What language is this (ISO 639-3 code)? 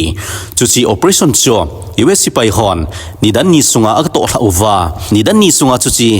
tcz